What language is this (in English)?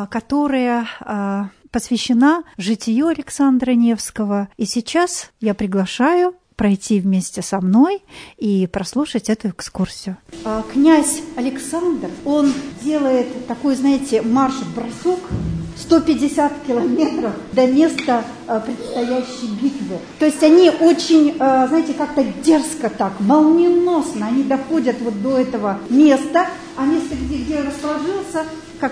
Russian